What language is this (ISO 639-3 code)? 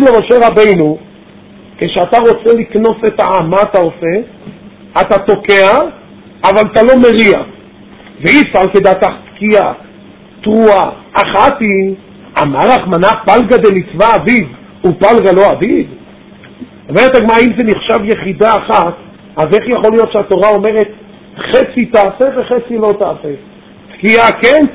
heb